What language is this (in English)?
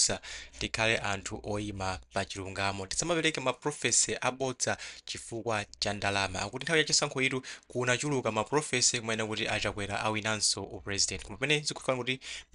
Nyanja